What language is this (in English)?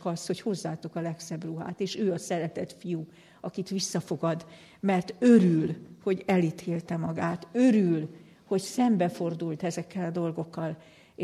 Hungarian